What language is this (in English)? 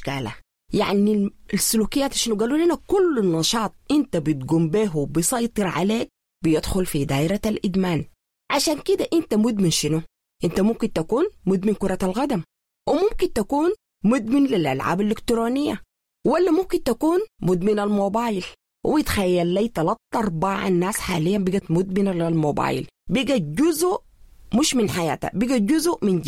Sudanese Arabic